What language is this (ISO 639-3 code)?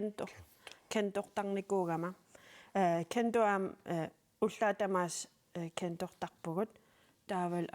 kal